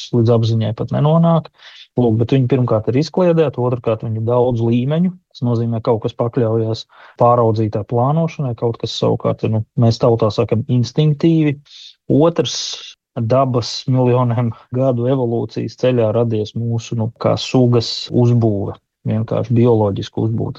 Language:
Latvian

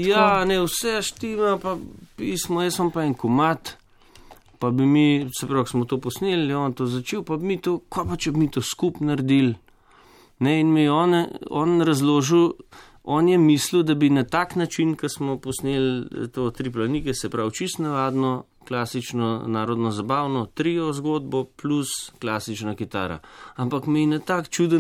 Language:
Slovenian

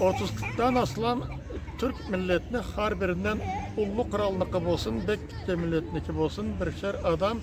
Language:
Karachay-Balkar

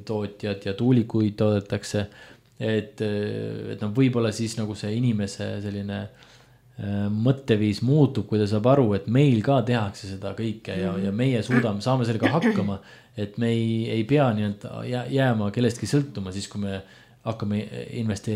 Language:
Estonian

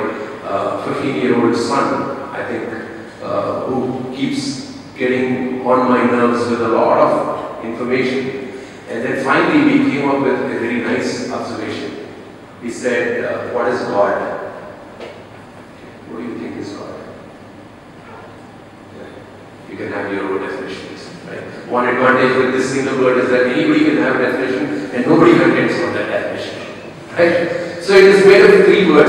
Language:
English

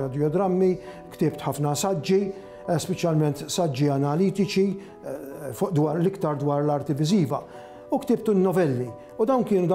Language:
Maltese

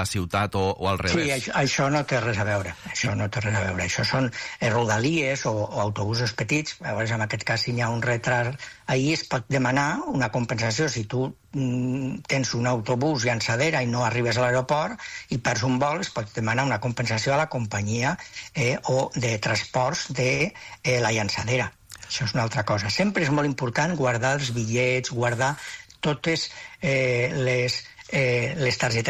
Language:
Catalan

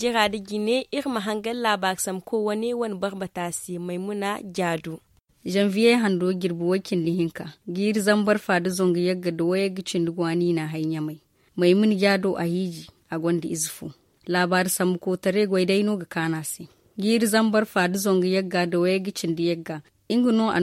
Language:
Zarma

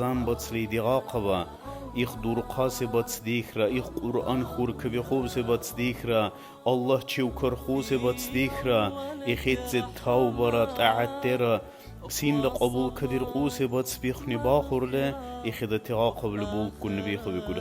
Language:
Dargwa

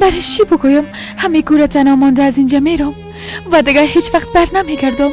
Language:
Persian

